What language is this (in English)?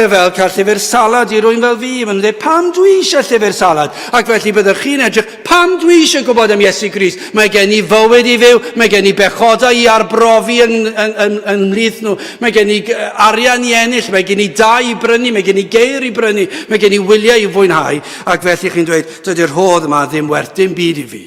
Welsh